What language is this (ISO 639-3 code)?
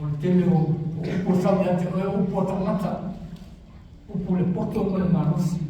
smo